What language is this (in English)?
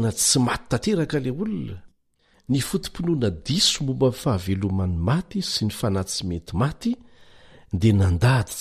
Malagasy